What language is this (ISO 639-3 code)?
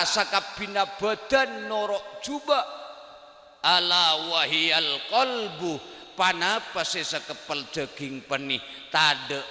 mad